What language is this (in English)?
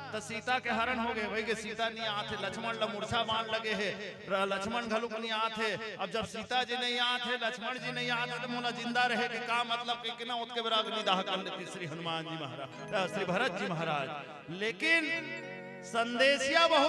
Chhattisgarhi